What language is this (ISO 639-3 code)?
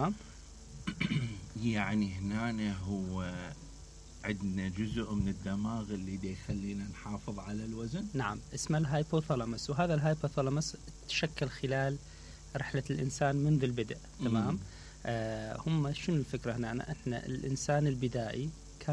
acm